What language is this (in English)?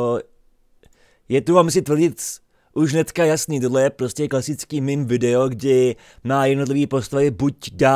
Czech